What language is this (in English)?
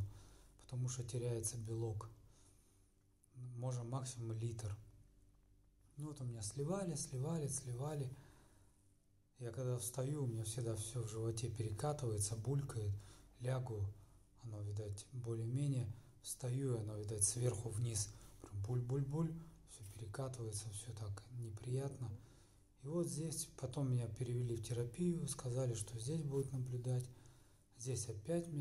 Russian